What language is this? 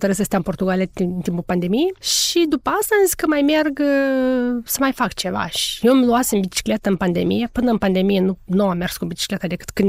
Romanian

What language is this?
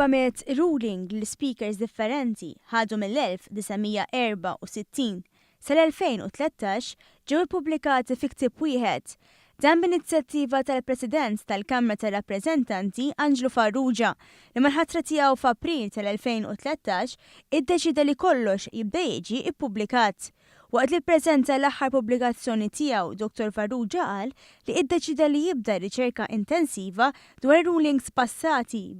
Maltese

